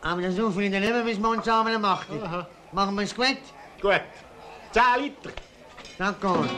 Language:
Swiss German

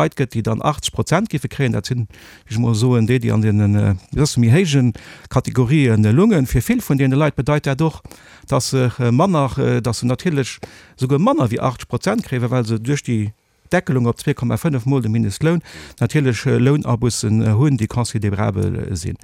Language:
Luxembourgish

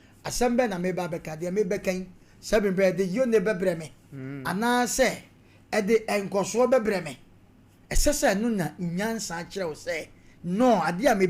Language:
Akan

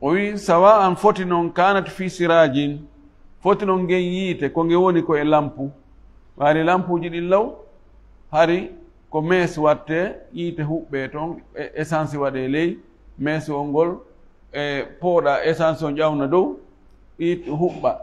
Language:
Fula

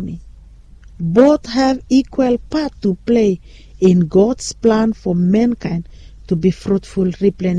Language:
Bislama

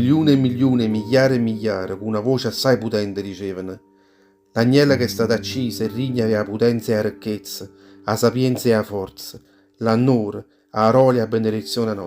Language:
Neapolitan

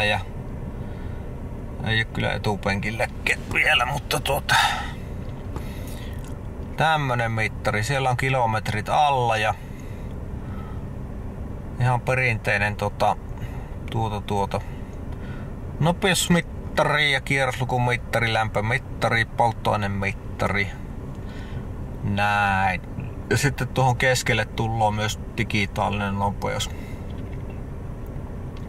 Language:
Finnish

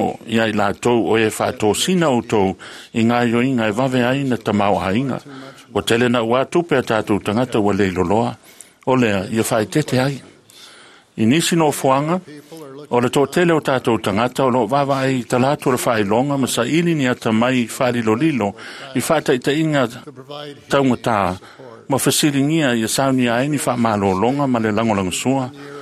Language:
Samoan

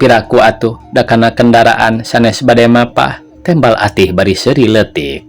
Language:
Sundanese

